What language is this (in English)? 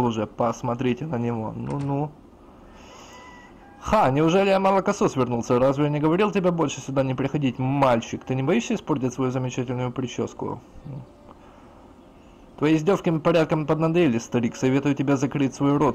Russian